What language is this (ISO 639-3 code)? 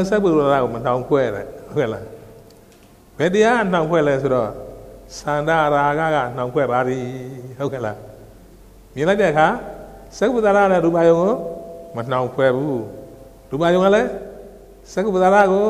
mya